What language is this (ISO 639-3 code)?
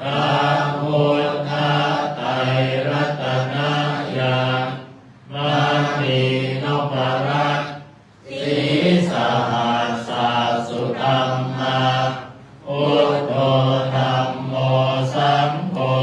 pli